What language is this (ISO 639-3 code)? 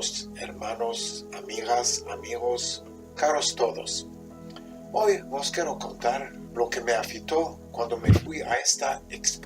lad